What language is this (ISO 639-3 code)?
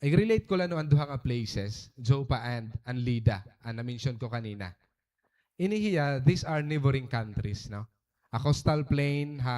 war